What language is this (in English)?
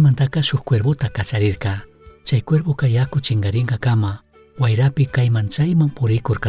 Chimborazo Highland Quichua